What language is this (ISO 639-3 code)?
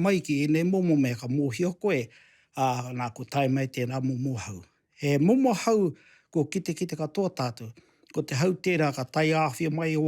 mri